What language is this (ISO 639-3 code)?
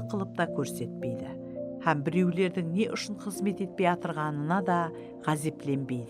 kaa